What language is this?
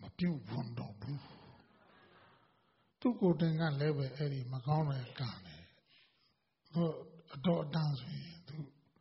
Burmese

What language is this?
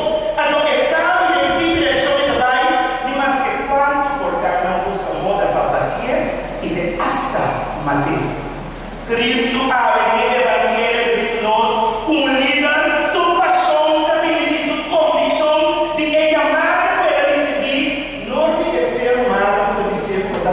Papiamento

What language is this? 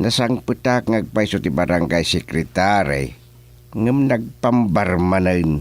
Iloko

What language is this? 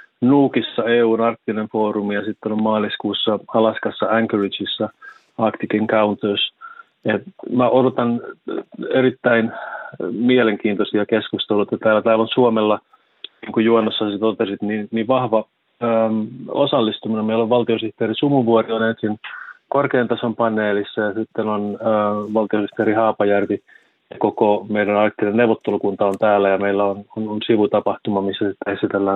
Finnish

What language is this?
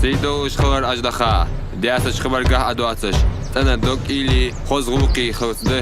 Ingush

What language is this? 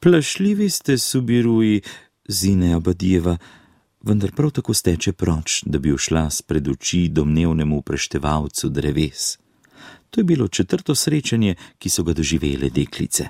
Slovenian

